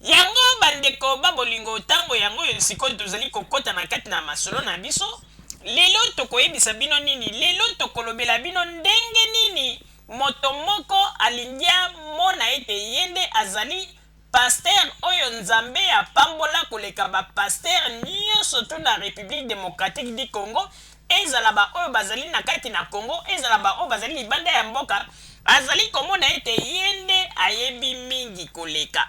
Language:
Lingala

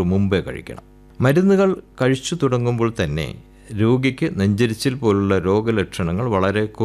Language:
Malayalam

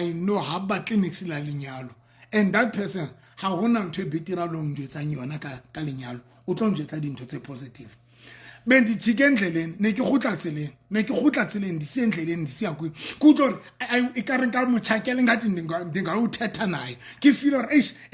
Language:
Southern Sotho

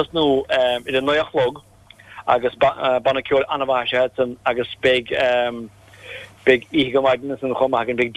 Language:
Irish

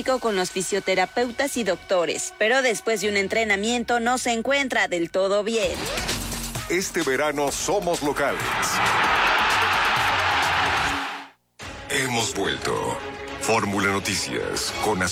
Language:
Spanish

